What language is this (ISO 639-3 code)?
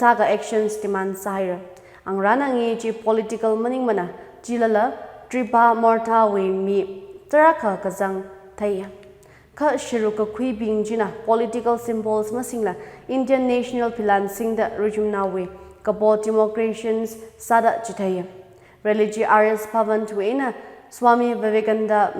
nmf